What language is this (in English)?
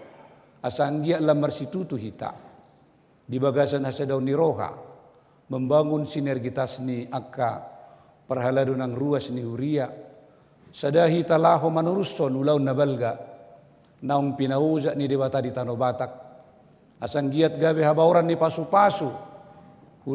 Batak Toba